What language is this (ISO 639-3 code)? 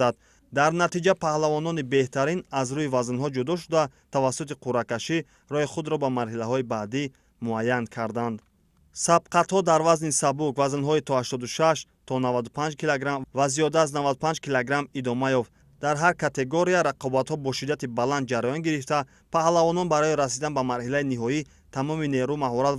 tgk